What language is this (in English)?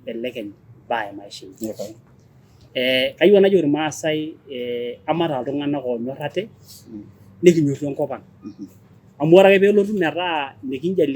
Masai